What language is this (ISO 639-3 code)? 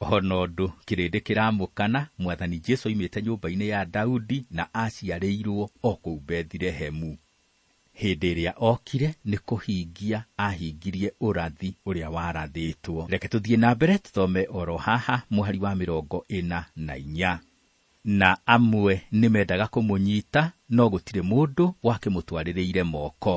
kik